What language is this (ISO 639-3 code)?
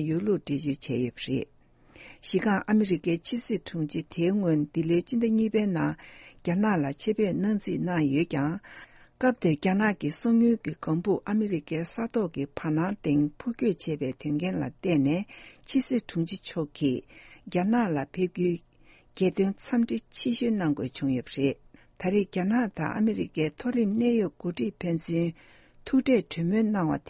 bod